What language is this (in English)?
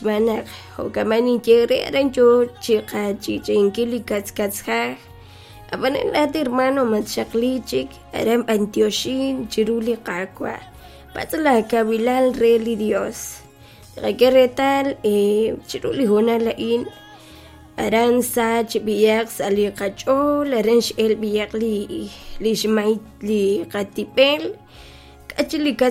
Kekchí